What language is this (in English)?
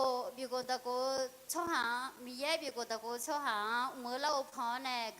Akha